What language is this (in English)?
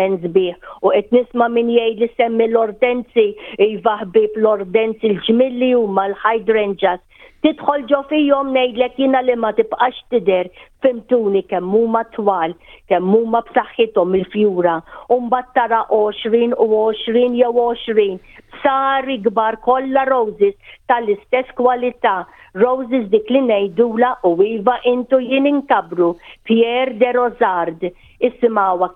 Maltese